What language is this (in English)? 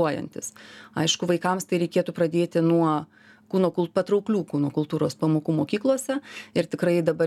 Lithuanian